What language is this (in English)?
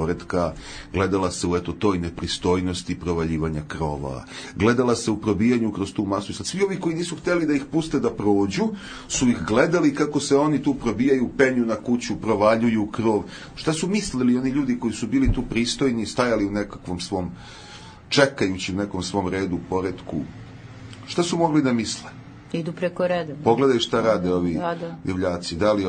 Serbian